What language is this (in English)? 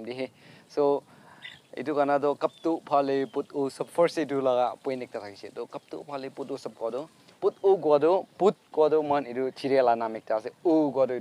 Naga Pidgin